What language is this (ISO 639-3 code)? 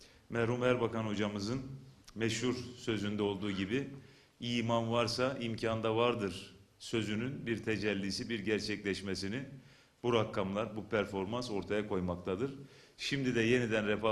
tur